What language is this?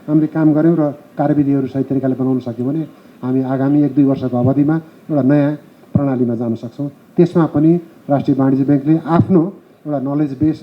Nepali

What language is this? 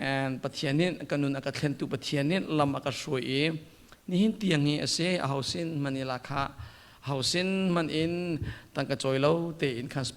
Hakha Chin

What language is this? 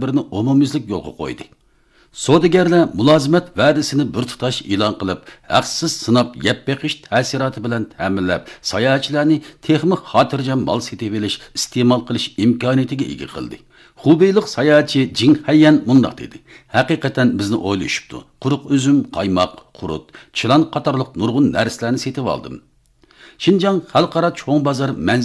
Uyghur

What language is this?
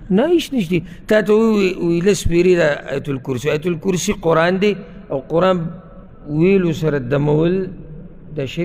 Pashto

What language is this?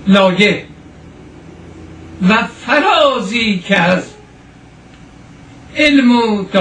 Persian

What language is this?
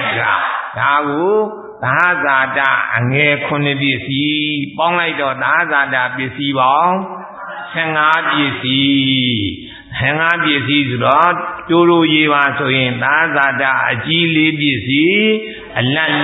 Burmese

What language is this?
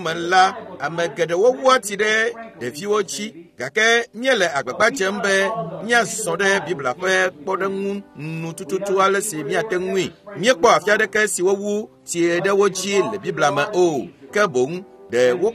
Ewe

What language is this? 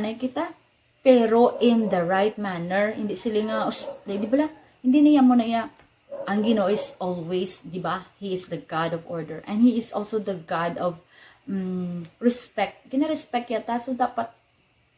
Hiligaynon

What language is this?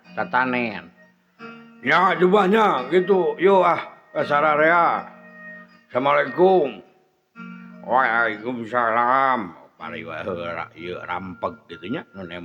Sundanese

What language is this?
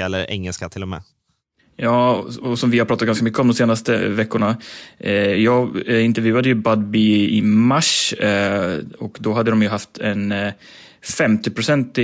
Swedish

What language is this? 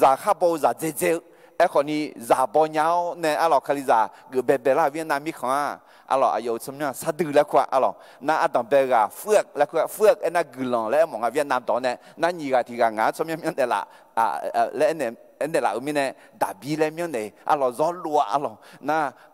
Akha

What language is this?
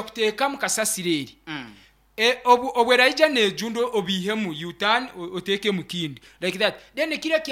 Nyoro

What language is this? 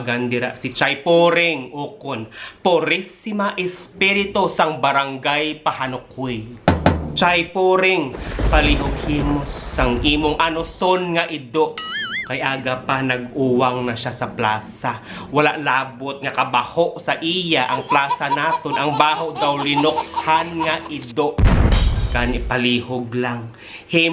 Hiligaynon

